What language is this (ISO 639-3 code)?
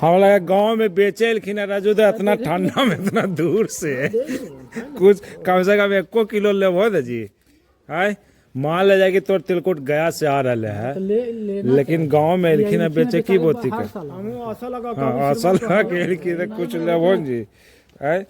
mag